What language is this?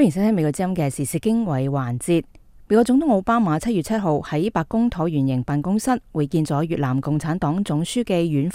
Cantonese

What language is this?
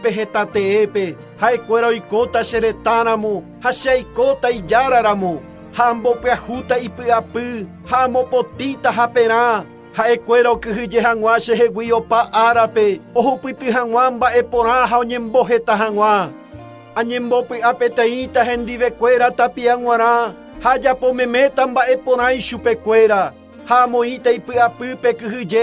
Guarani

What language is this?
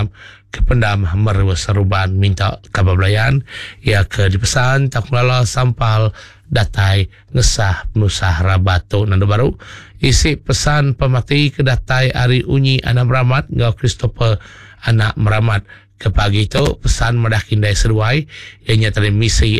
Iban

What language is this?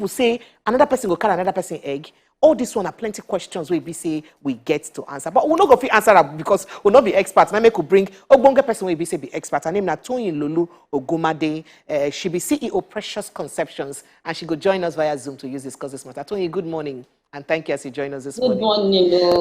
Nigerian Pidgin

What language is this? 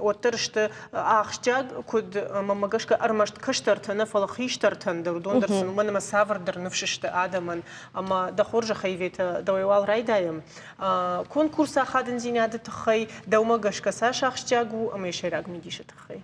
Ossetic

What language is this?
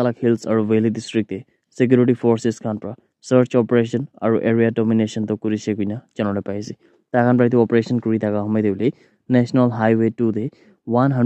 Naga Pidgin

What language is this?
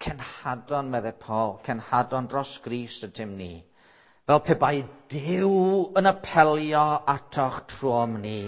Welsh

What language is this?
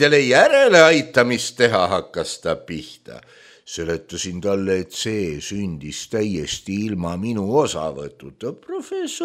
Estonian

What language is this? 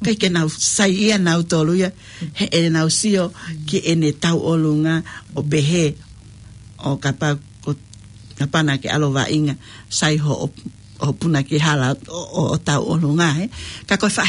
Tongan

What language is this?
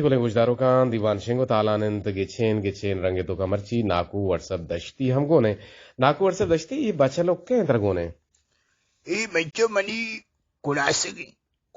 Eastern Balochi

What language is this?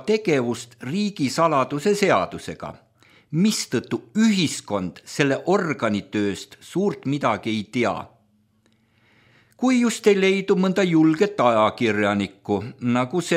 Estonian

